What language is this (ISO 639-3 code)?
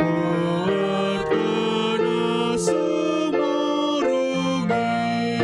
bbc